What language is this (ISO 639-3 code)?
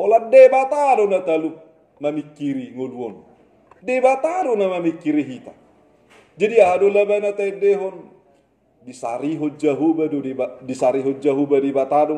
bbc